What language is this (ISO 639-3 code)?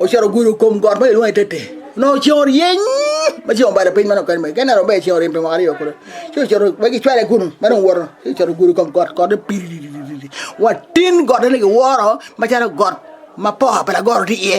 ach